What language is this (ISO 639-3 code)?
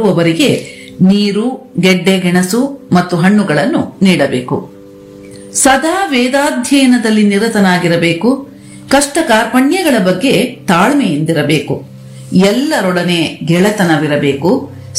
kan